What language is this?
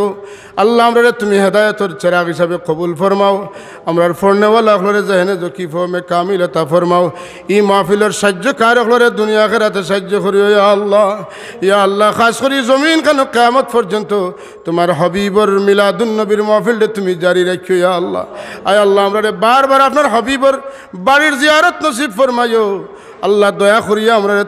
Sylheti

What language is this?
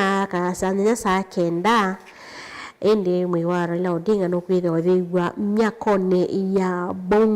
Kamba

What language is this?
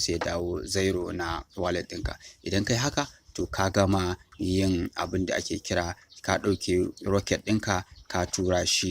Hausa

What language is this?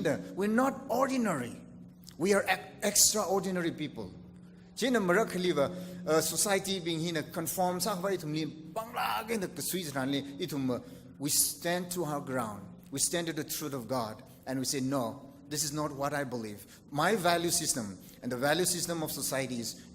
Tangkhul Naga (India)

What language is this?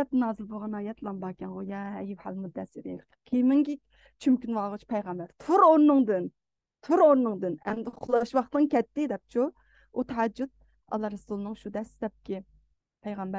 Uyghur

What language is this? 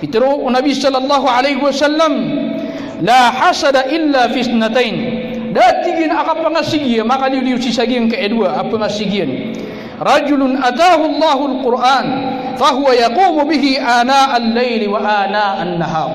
Maranao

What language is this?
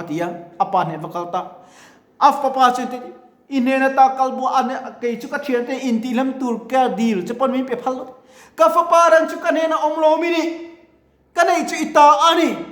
Mizo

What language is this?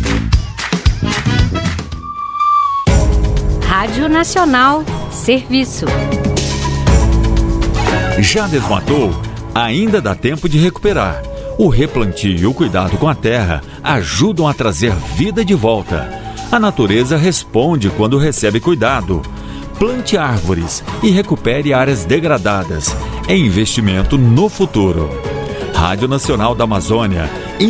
Portuguese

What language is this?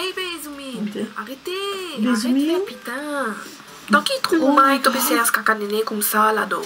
Morisyen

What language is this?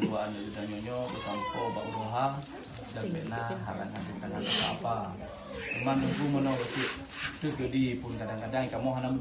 Achinese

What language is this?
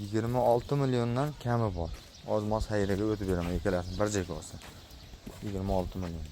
Uzbek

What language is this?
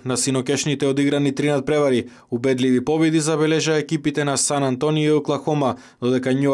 Macedonian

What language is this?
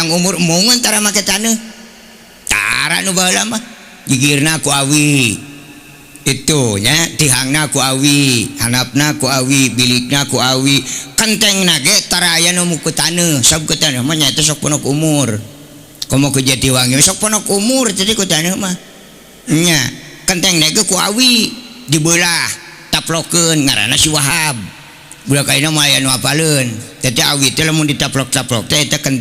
Sundanese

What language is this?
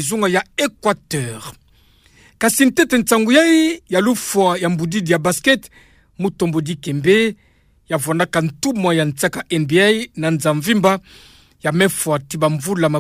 Kituba (Democratic Republic of Congo)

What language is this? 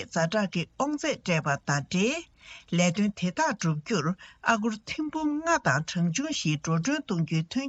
Tibetan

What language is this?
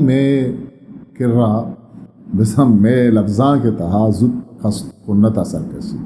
Eastern Balochi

